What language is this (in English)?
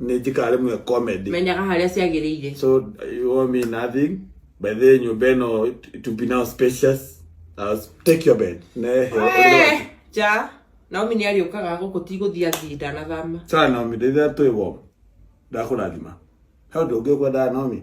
Kikuyu